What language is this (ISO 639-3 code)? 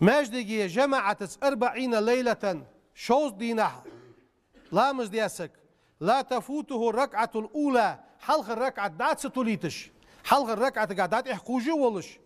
inh